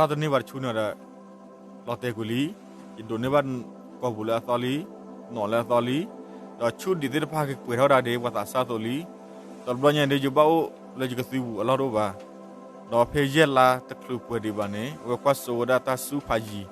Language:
S'gaw Karen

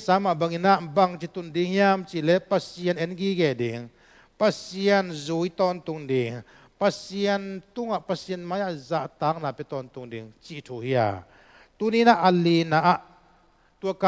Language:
Tedim Chin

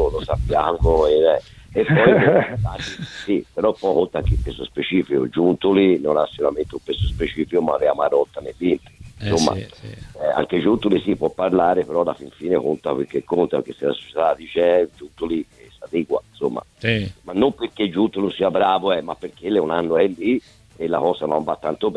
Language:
Italian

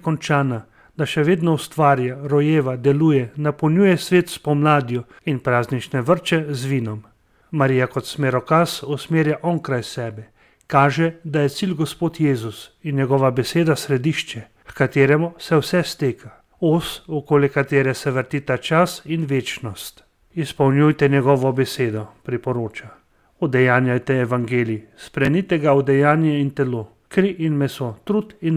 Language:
Slovenian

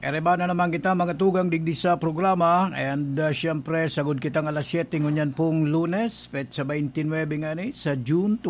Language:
Bikol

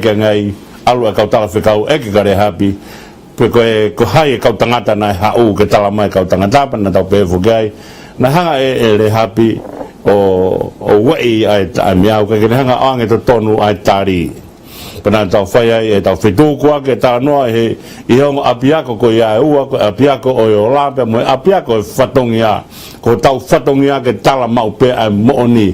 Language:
Tongan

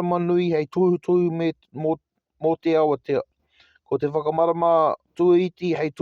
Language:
Māori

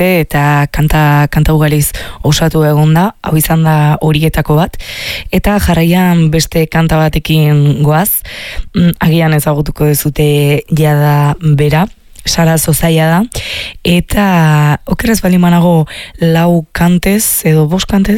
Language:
Basque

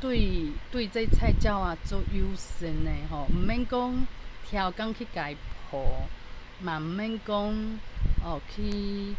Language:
Min Nan Chinese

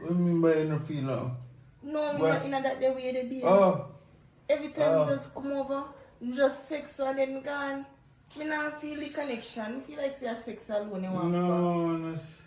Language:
Jamaican Creole English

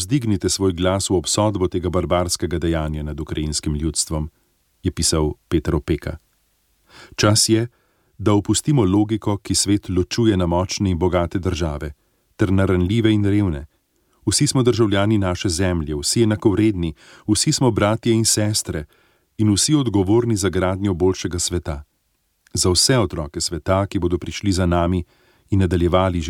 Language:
Slovenian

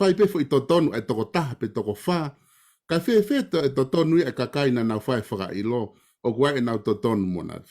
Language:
Tongan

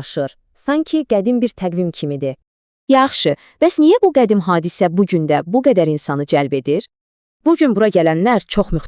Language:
Azerbaijani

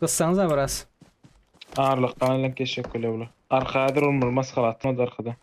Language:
Turkmen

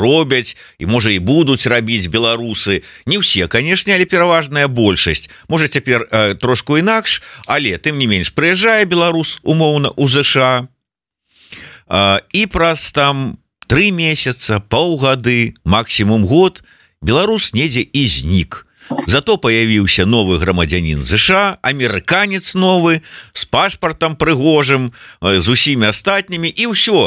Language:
Belarusian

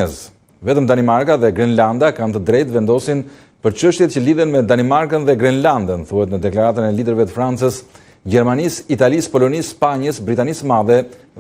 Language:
Albanian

